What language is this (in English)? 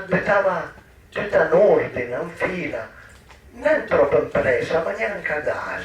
Piedmontese